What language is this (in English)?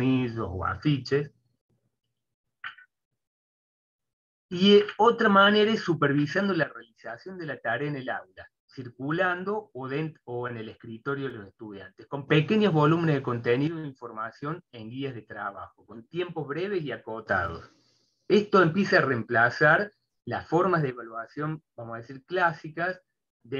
Spanish